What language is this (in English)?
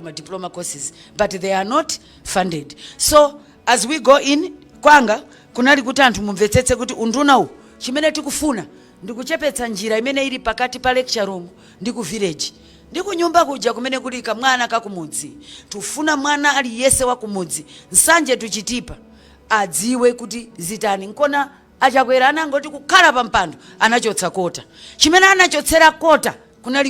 Nyanja